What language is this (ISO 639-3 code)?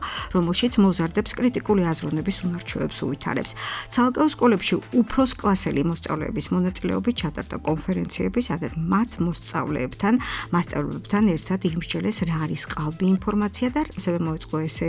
kat